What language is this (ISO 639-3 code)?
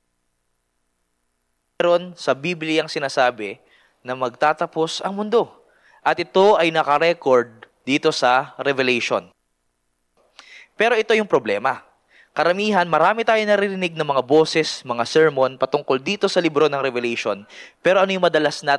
fil